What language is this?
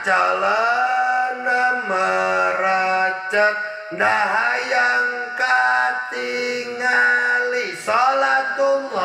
Sundanese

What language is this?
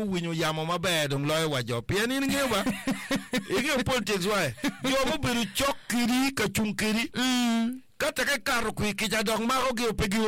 Acoli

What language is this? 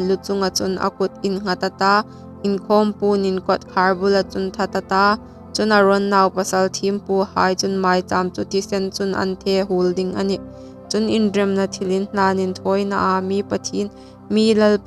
Hmar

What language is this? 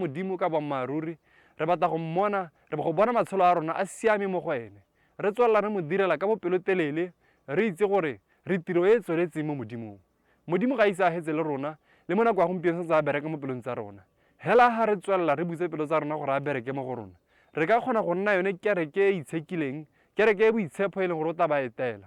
Tswana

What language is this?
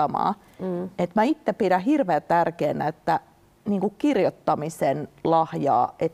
Finnish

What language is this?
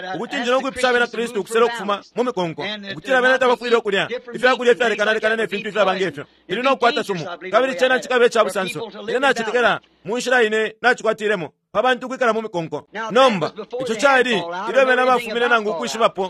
Bemba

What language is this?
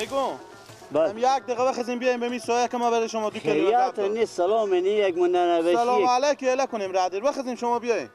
Persian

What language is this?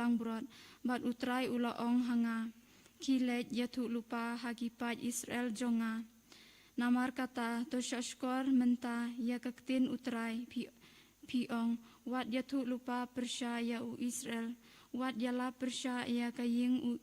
Khasi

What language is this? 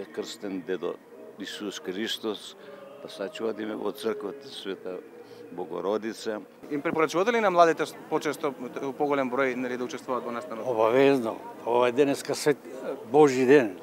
Macedonian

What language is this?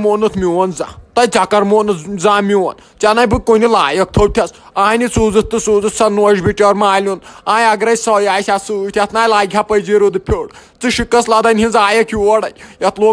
Kashmiri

